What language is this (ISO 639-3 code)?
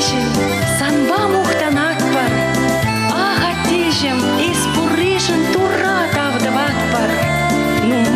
chv